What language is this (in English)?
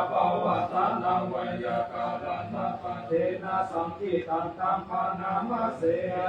Pali